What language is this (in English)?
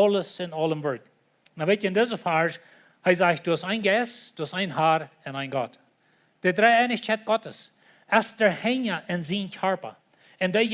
Plautdietsch